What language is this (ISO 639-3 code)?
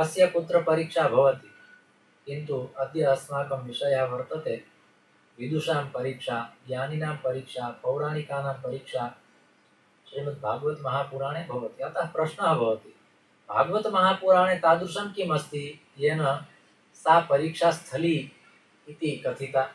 san